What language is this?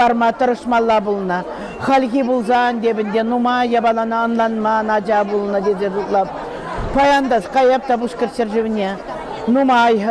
Chuvash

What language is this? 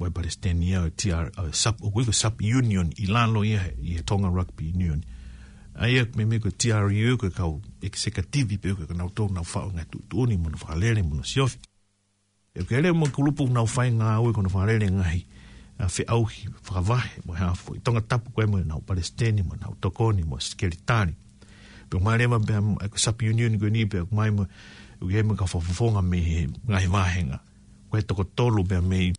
Tongan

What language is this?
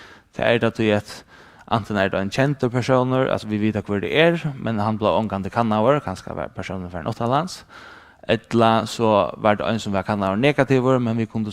Faroese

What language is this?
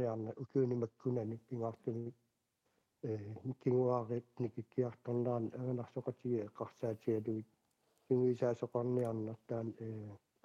Kalaallisut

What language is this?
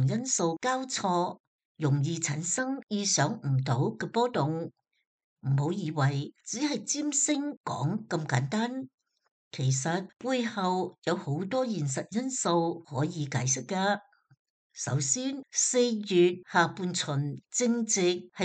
Cantonese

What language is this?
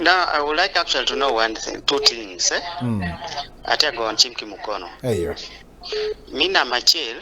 Acoli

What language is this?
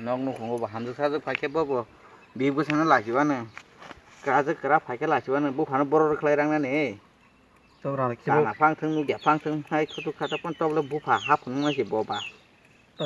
Kok Borok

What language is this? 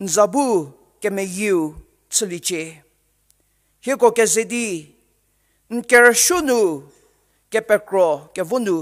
Angami Naga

